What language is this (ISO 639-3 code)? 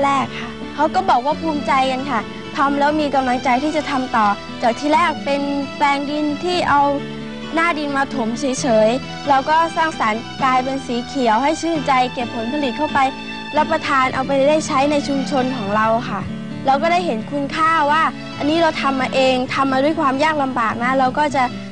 tha